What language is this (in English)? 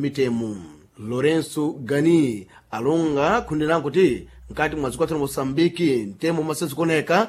Sena